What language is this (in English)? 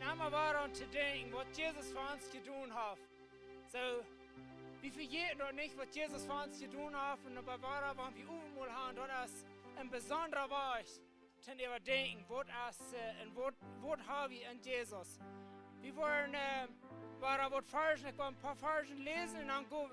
Plautdietsch